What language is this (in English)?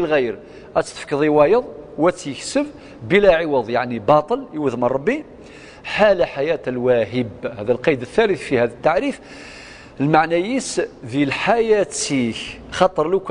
Kabyle